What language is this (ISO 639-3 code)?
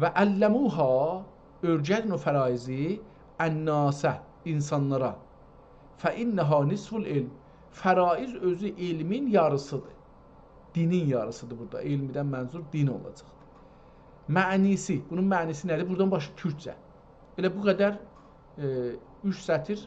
azb